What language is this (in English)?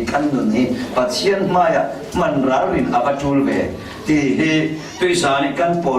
Falam Chin